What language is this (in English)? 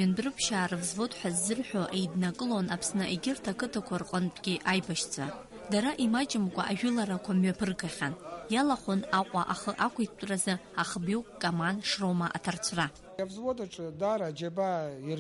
Abkhazian